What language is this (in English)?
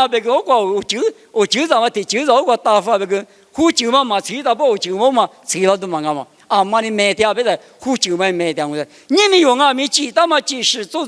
Lisu